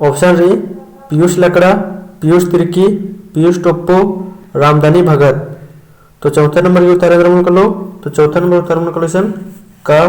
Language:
Kurukh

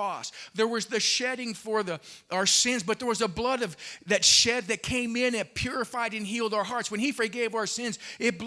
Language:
English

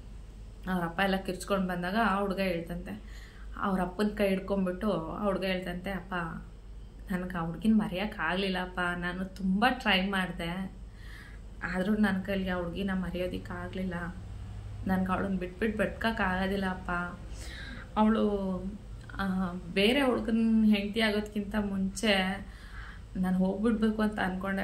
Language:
Kannada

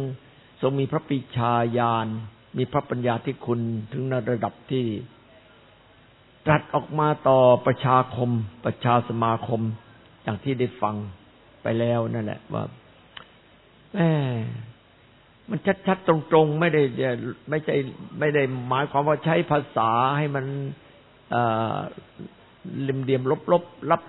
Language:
Thai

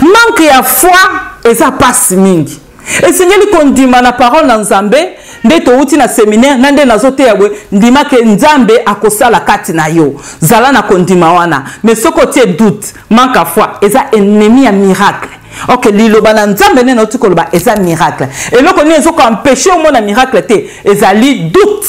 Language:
Lingala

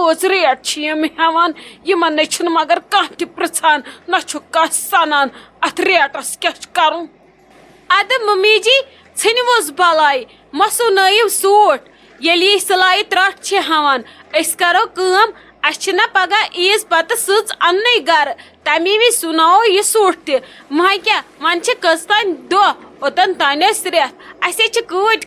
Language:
Kashmiri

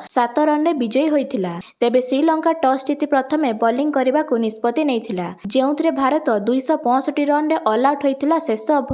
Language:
Odia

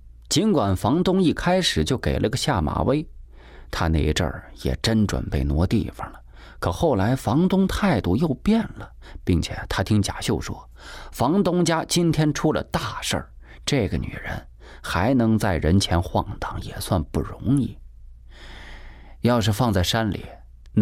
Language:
Chinese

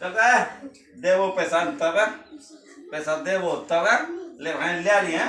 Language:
Angika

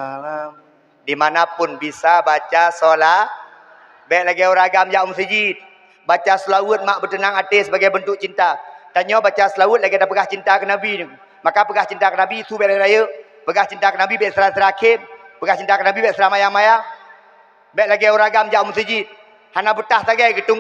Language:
Achinese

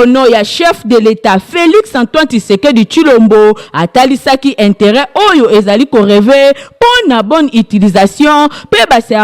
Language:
Lingala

